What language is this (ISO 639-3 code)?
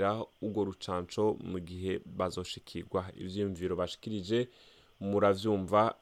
run